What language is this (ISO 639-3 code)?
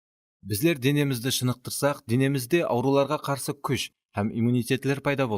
kaa